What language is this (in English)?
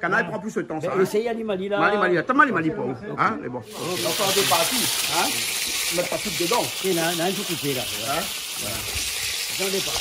Réunion Creole French